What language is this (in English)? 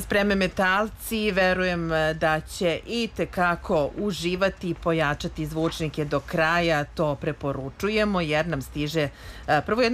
Serbian